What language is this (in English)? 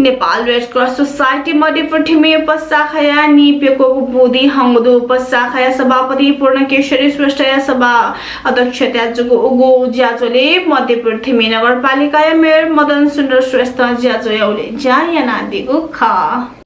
Newari